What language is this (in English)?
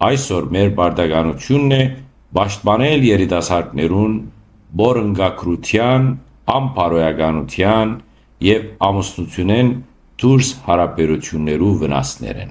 Western Armenian